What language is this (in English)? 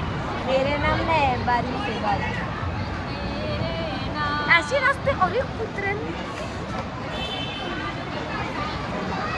Marathi